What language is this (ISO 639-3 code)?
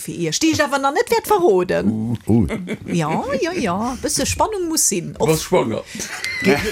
ltz